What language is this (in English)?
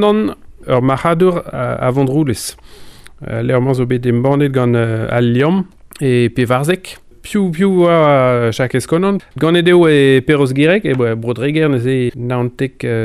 Breton